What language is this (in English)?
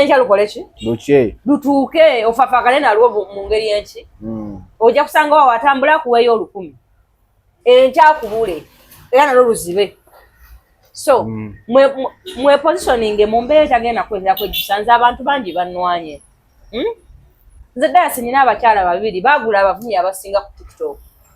Ganda